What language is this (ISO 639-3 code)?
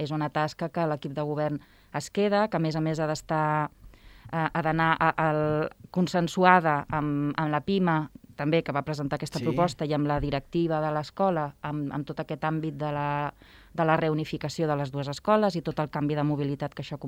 cat